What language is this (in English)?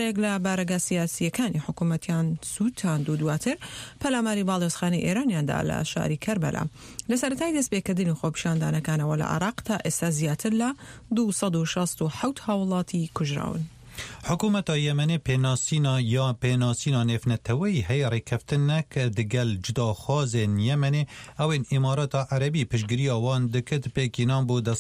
Central Kurdish